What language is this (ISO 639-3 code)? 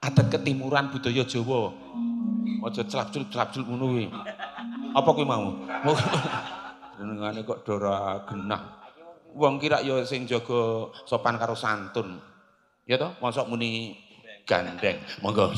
jav